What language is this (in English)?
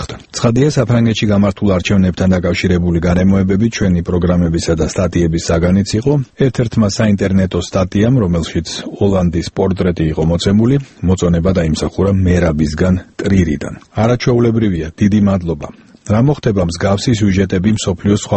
Georgian